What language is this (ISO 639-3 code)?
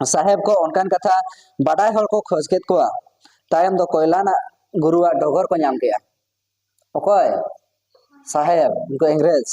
sat